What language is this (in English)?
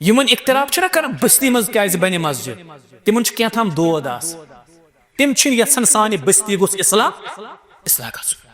Kashmiri